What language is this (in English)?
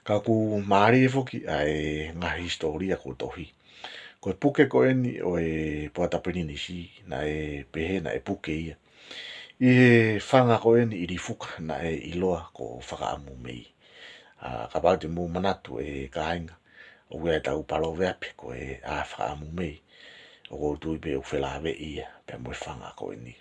Tongan